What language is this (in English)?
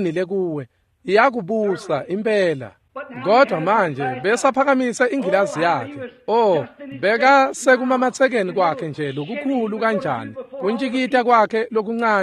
Swati